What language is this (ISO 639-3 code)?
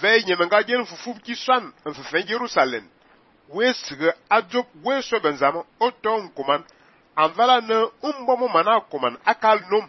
fan